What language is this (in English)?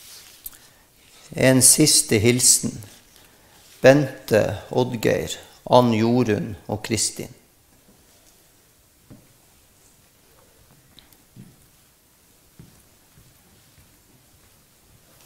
Norwegian